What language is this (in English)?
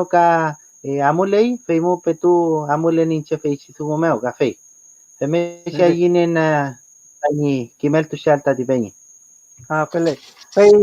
Mapuche